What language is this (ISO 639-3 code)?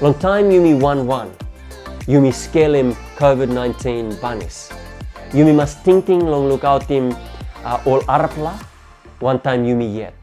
tpi